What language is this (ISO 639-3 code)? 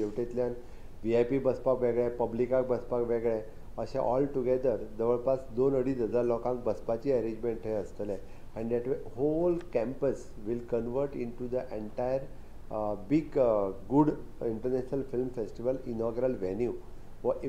kok